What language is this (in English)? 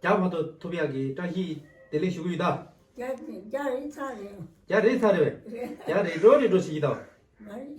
Tibetan